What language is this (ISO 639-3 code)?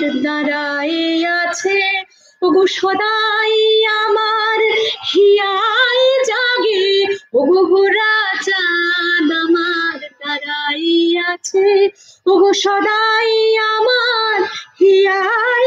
ben